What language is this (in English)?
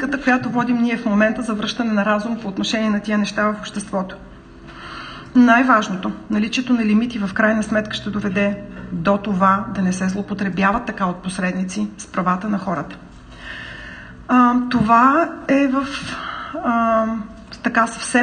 Bulgarian